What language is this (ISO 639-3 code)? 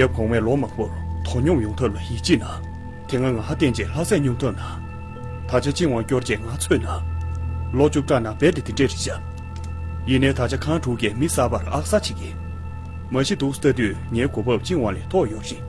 bod